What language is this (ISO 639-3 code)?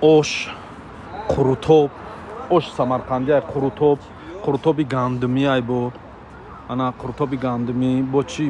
tgk